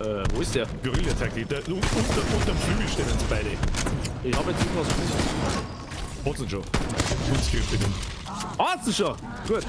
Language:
Bavarian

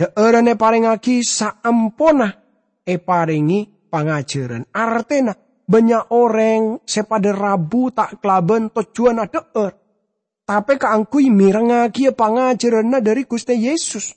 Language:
Madurese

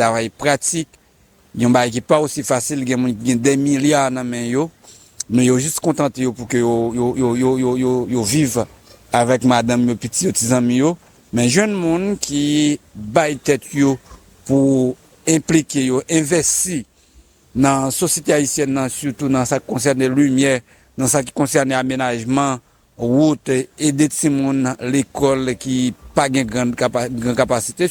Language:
Haitian Creole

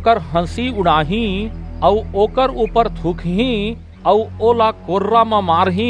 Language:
Chhattisgarhi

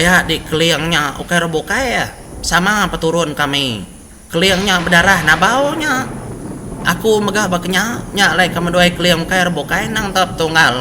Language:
Iban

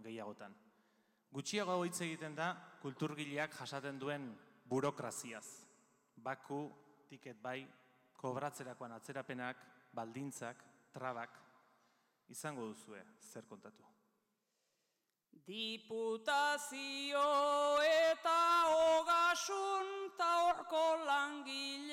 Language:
Basque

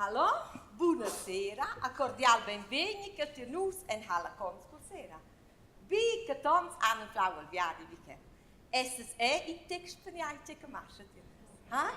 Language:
Romansh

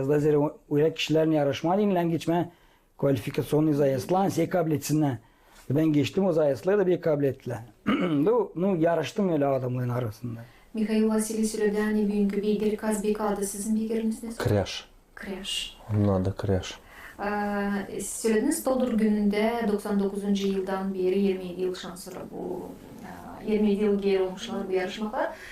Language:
Gagauz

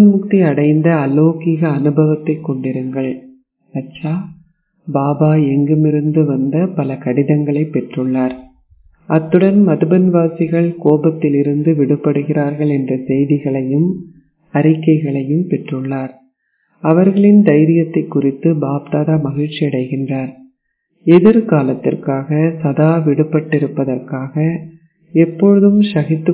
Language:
Tamil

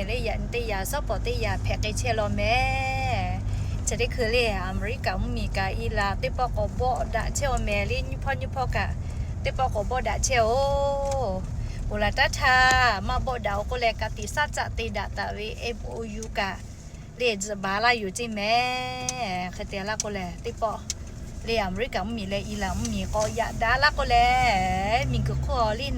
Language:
Lahu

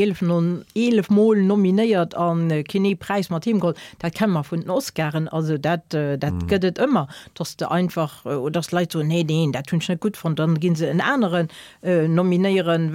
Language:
Luxembourgish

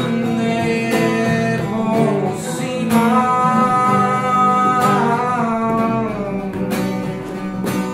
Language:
Bulgarian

